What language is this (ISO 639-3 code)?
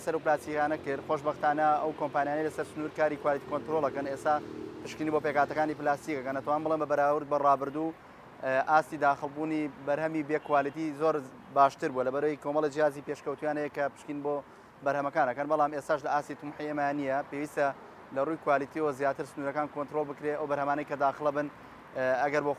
ckb